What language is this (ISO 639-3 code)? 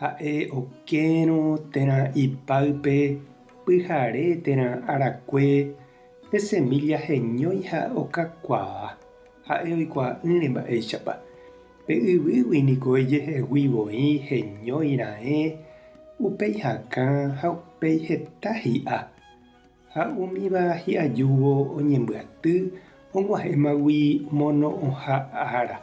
grn